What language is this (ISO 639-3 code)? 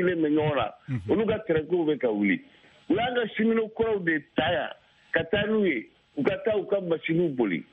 bam